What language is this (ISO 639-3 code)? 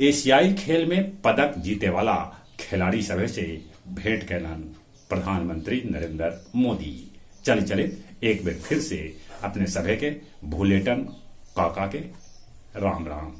mag